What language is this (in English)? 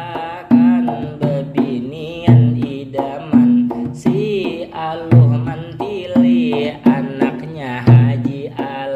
Banjar